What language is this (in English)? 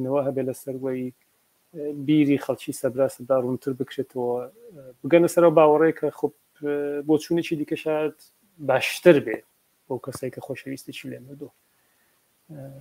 Central Kurdish